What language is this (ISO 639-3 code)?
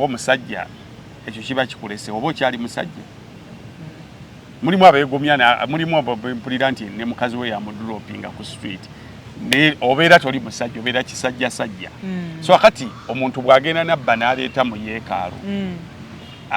lug